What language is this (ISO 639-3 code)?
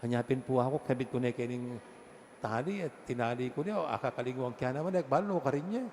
pam